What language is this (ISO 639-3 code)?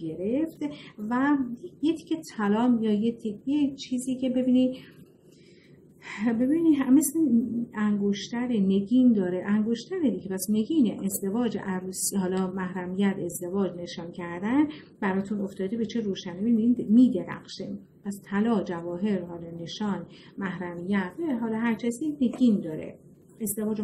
fas